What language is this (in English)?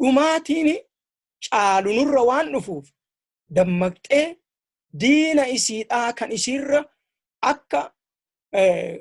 Oromo